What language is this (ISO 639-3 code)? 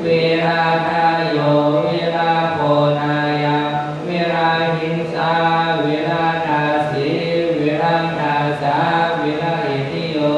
pli